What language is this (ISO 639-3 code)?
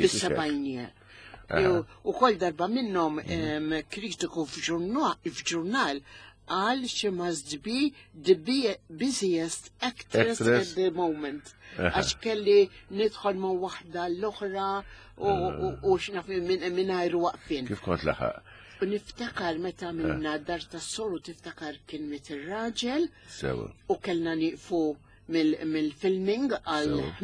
mlt